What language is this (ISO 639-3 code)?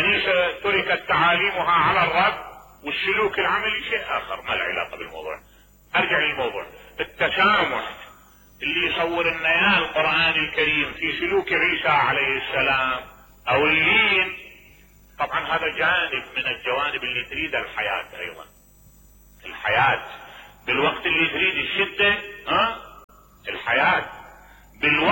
acm